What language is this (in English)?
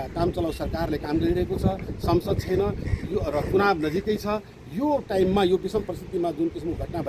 Nepali